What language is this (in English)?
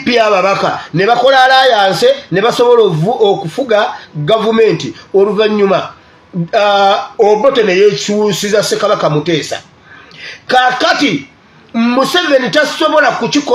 Ganda